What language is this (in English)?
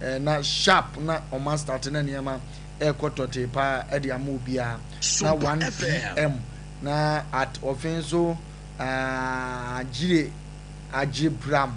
Akan